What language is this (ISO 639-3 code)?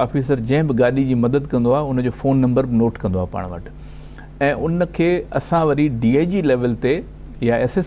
snd